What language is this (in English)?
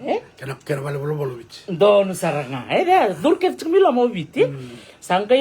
Fijian